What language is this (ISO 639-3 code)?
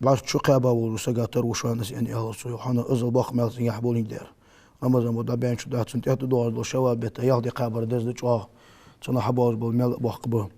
inh